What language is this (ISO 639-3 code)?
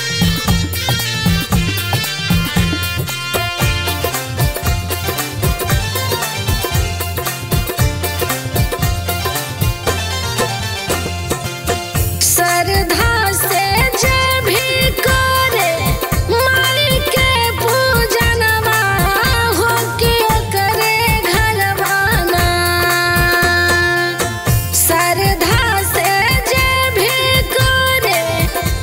bho